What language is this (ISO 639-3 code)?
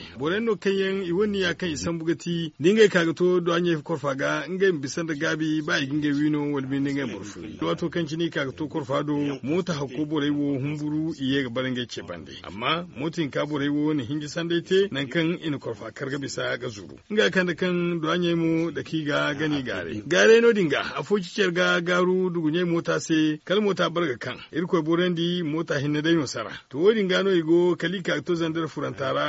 dje